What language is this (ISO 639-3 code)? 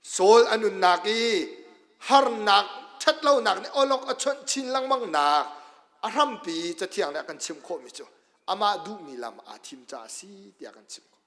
cnh